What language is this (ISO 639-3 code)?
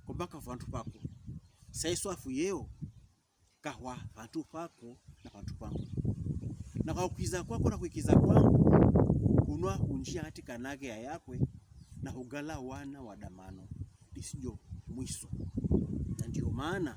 pkb